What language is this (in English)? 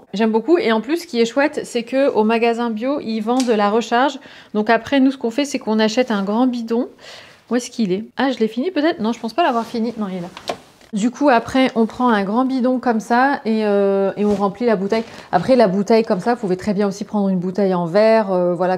French